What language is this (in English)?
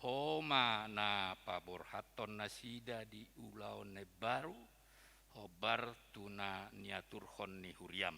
Batak Toba